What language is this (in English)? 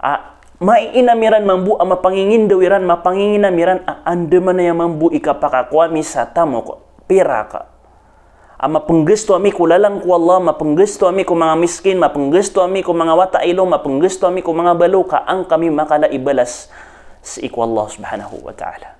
Maranao